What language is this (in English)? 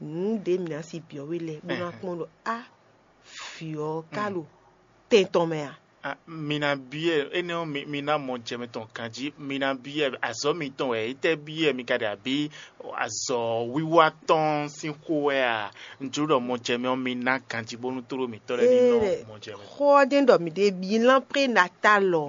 Fon